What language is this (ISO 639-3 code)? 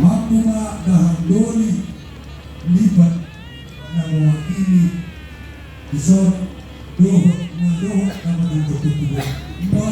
bbc